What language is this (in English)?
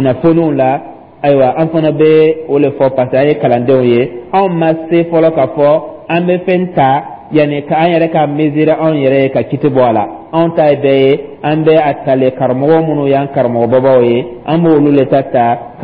Dyula